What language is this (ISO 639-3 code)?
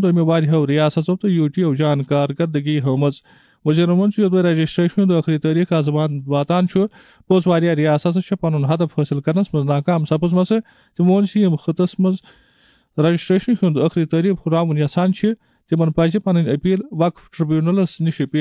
kas